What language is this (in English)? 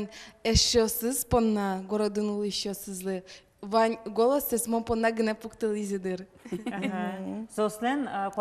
Udmurt